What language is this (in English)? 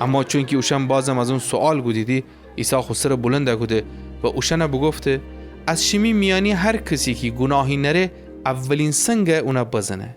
Gilaki